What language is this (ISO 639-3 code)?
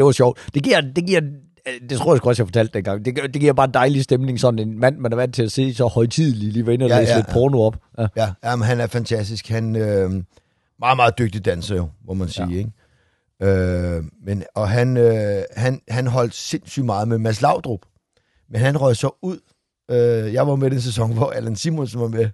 dan